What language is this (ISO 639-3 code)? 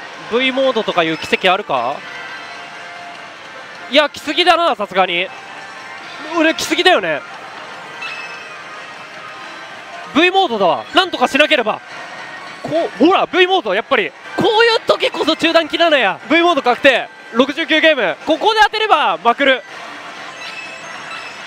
jpn